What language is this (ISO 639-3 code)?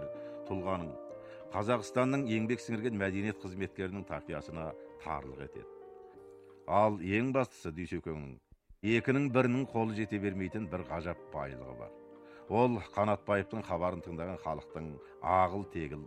kaz